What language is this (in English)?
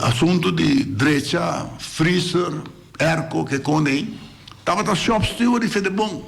Papiamento